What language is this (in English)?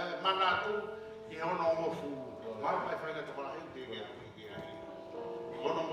Tongan